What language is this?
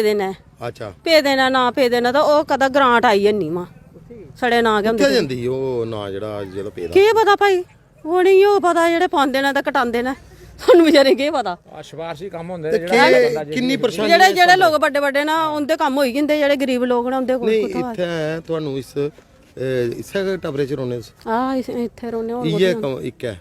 Dogri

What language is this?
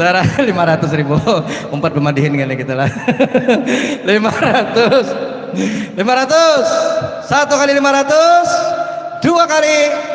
Banjar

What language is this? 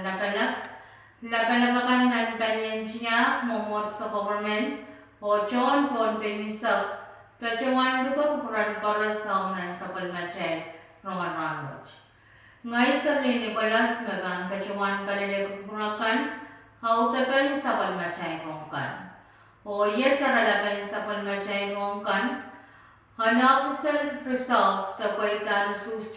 Pohnpeian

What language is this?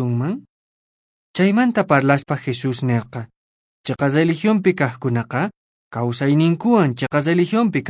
Quechua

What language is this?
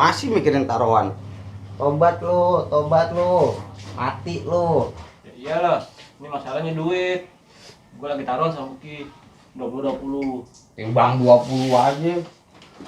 Betawi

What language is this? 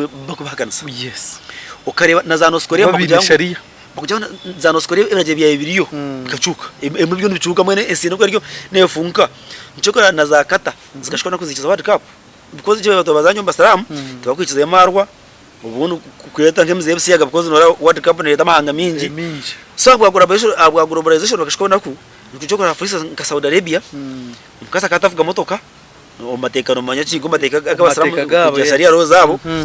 Nyankole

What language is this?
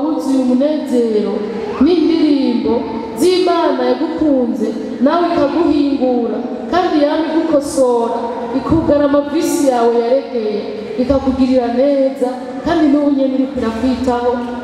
Rundi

